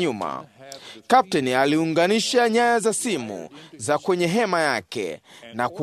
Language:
Swahili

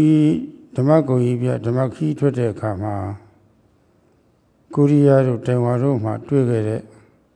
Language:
Burmese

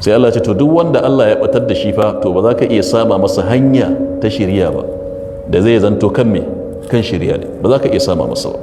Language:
Hausa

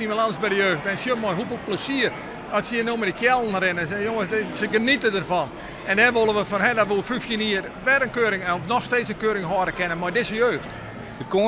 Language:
Western Frisian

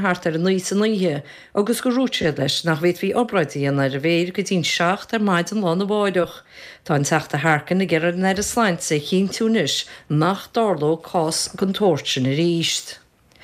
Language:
Irish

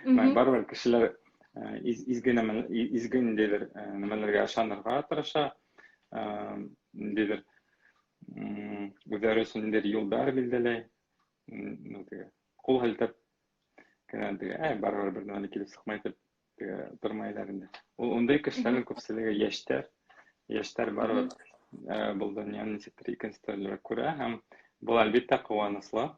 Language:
Bashkir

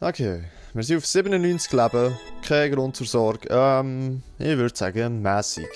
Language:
Swiss German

